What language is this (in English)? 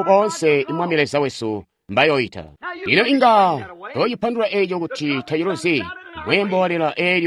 Tonga (Zambia)